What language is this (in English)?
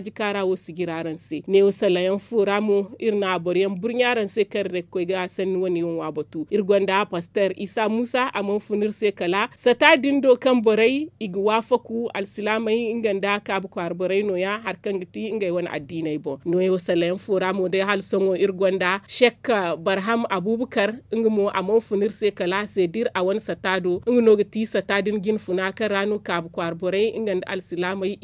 Zarma